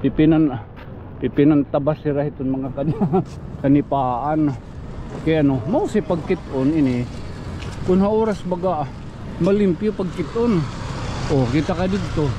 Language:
Waray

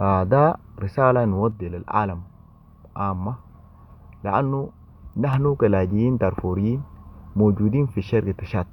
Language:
Sudanese Arabic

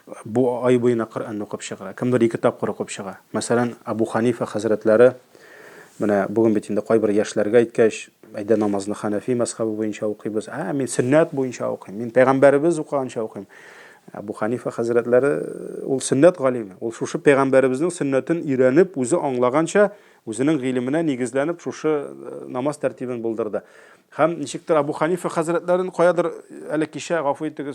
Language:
Tatar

